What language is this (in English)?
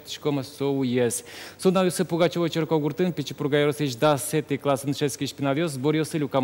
Udmurt